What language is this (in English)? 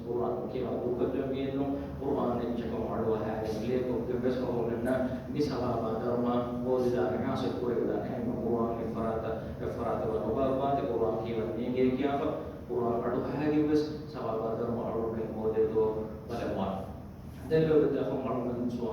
Divehi